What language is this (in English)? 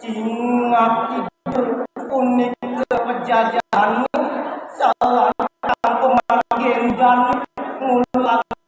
Balinese